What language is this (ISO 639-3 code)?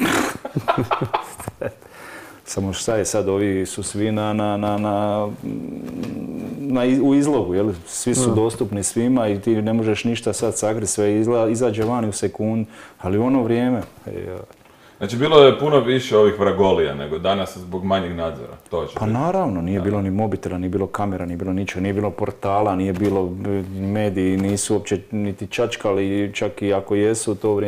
hrv